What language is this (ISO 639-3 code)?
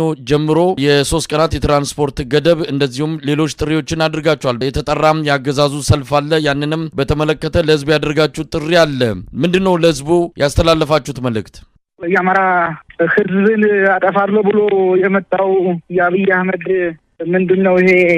amh